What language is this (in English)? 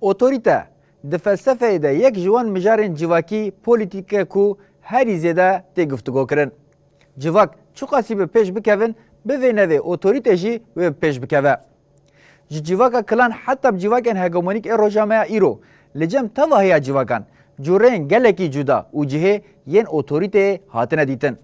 Kurdish